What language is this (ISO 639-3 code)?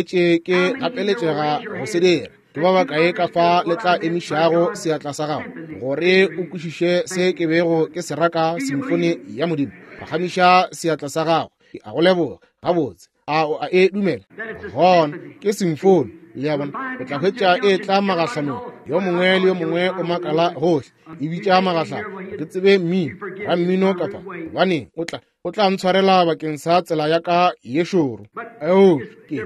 nso